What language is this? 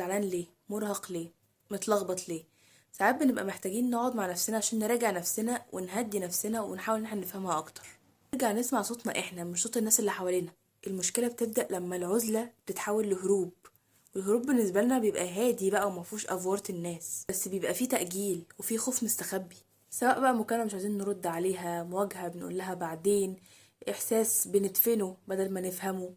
Egyptian Arabic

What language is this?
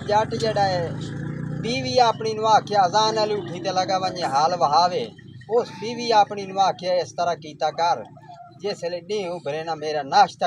Saraiki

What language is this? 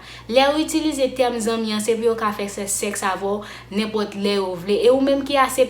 Haitian Creole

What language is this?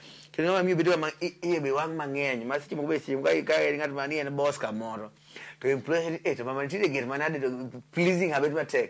Luo (Kenya and Tanzania)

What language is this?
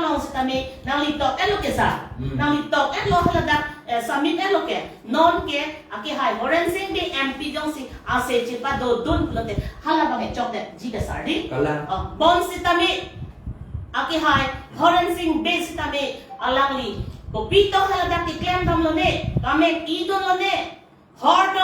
Karbi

